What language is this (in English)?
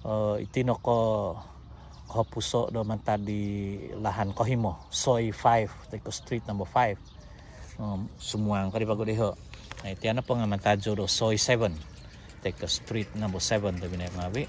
Central Dusun